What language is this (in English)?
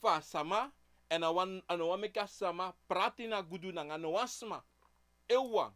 Sranan Tongo